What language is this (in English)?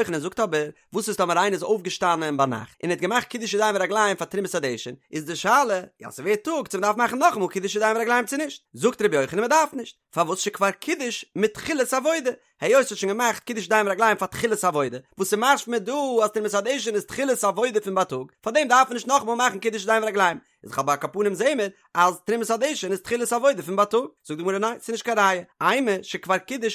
Yiddish